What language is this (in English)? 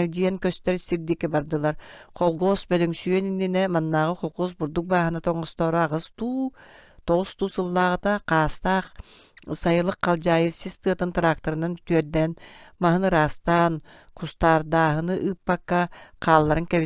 Yakut